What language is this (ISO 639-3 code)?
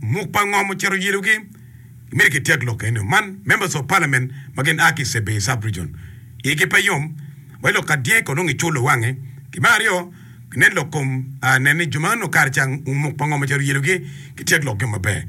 ach